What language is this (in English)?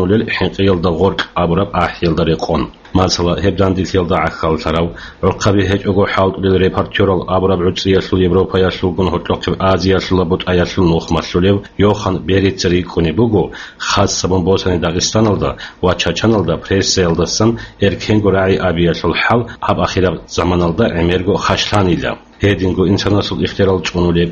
Avaric